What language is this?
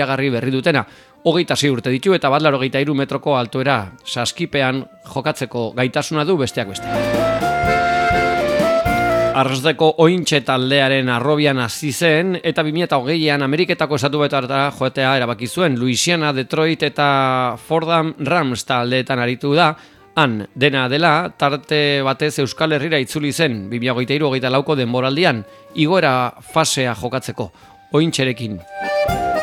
Basque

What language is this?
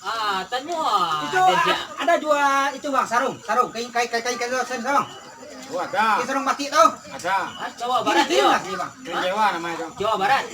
Minangkabau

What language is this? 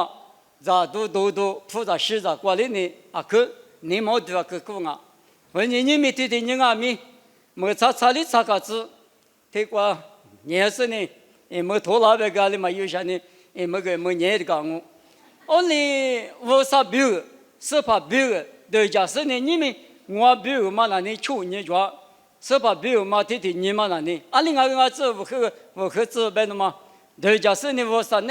Lisu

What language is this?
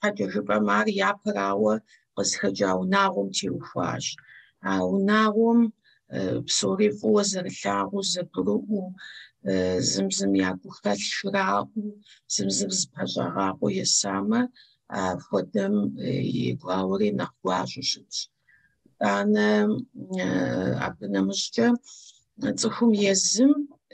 Kabardian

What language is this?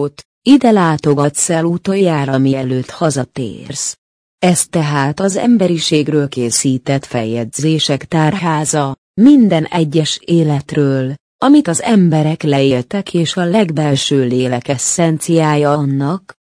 Hungarian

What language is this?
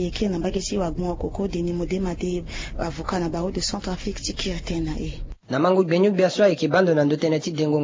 Sango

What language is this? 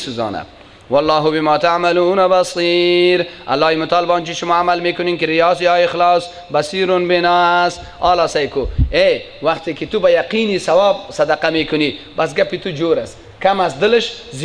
Persian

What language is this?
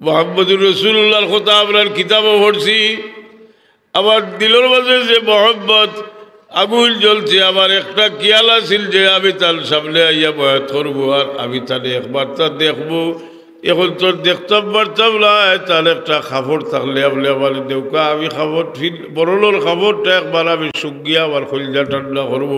Sylheti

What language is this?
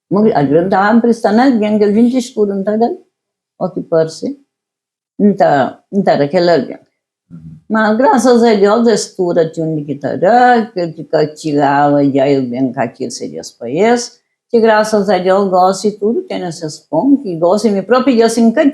Kabuverdianu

